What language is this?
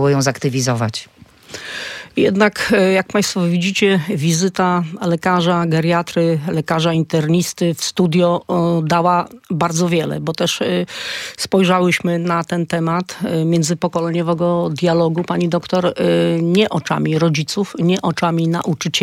Polish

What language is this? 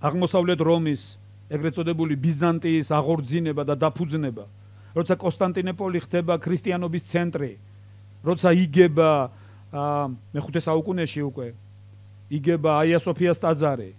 Georgian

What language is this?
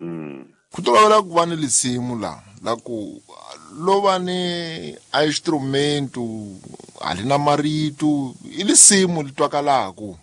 Tsonga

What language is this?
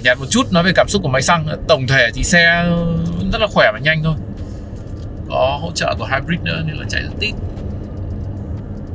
Vietnamese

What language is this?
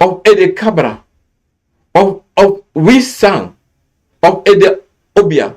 Sranan Tongo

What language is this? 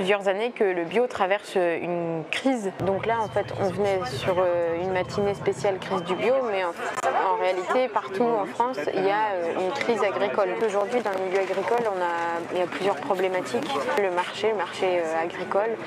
French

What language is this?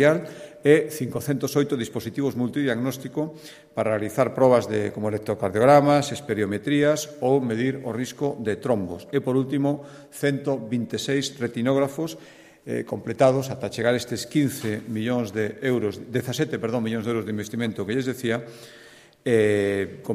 Galician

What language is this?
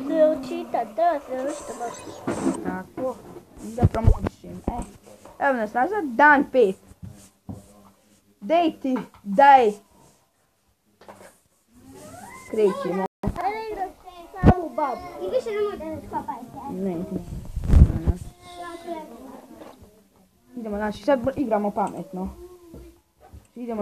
Bosnian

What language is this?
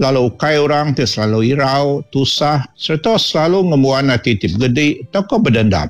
Iban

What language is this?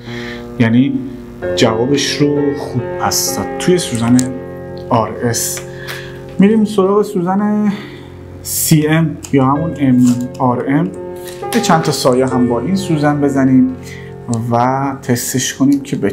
Persian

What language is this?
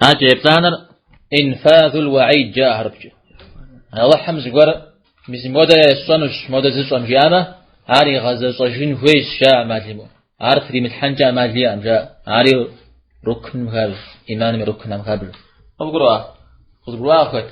Kabardian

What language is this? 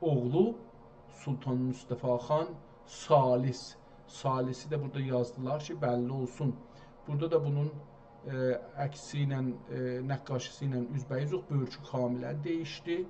South Azerbaijani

